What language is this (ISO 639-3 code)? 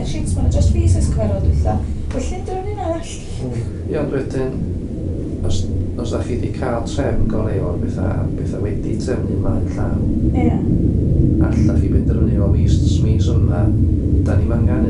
cym